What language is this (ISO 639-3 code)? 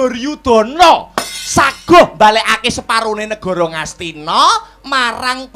jav